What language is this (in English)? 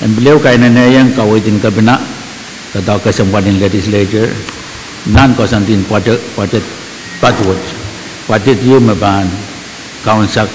Pohnpeian